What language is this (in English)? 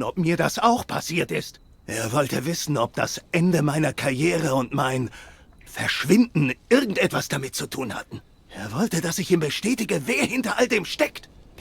Swiss German